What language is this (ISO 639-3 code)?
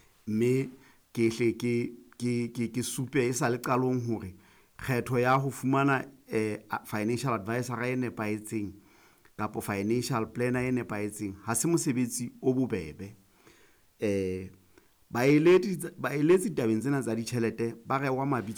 sot